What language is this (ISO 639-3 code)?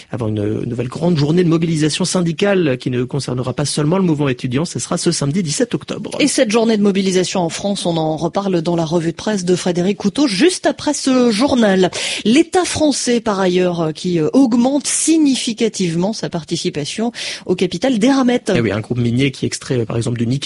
fra